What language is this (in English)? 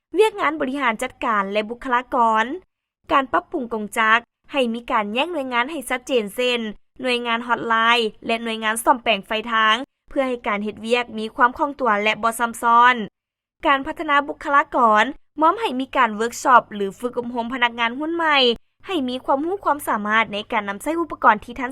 Lao